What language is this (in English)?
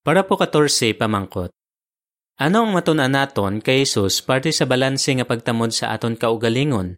Hiligaynon